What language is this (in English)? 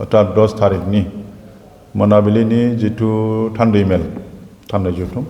Bodo